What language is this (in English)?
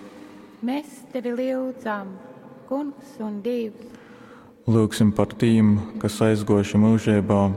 Latgalian